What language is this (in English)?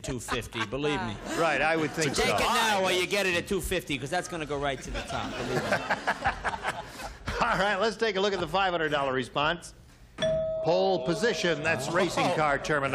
English